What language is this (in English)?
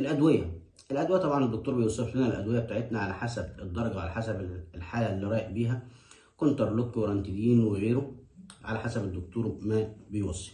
Egyptian Arabic